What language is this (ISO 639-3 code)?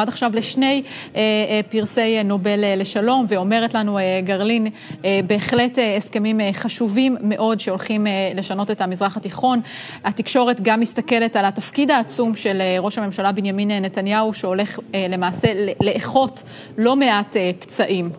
heb